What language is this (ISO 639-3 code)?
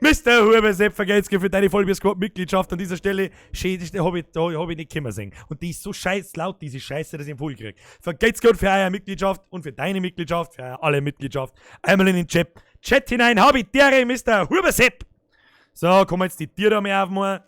bar